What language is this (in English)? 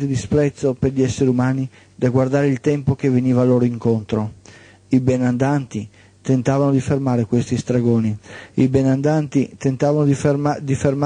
Italian